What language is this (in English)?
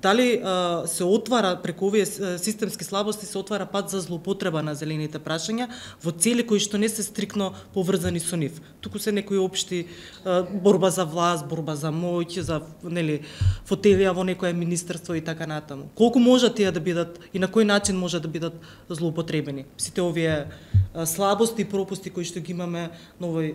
Macedonian